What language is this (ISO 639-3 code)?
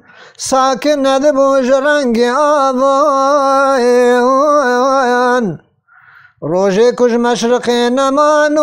kur